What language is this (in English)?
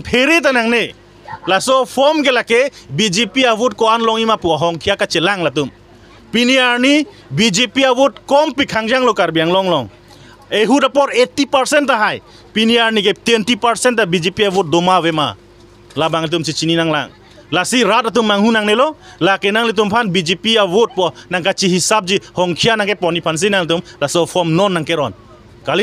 Karbi